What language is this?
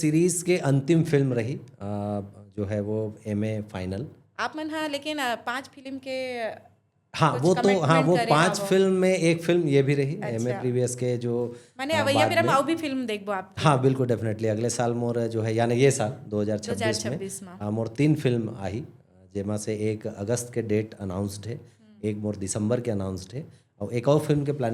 Chhattisgarhi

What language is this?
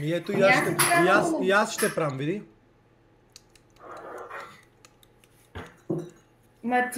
Bulgarian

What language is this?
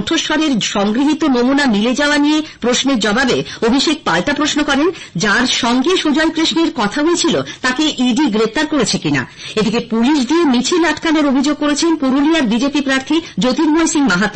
Bangla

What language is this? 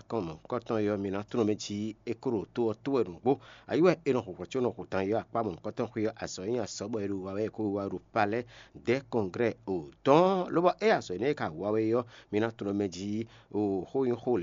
Fon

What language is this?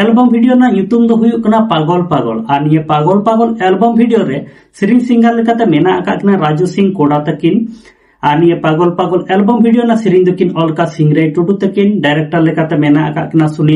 Santali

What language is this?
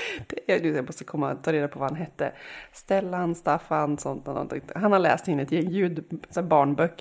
Swedish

